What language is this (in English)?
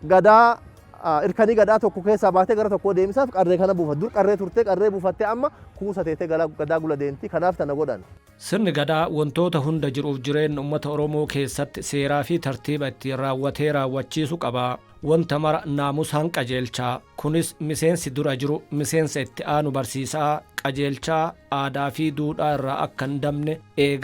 Oromo